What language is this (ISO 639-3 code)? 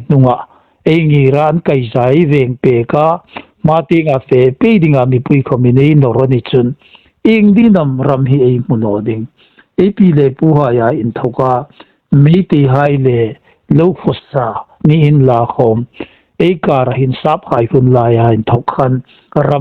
hmr